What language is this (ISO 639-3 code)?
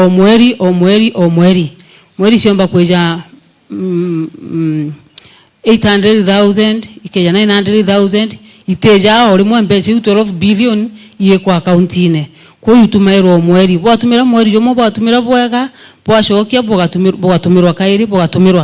mer